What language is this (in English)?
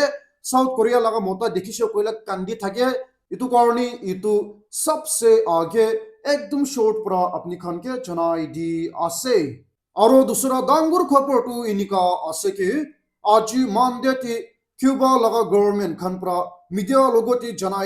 Naga Pidgin